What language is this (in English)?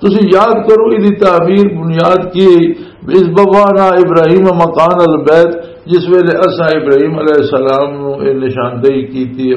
Western Panjabi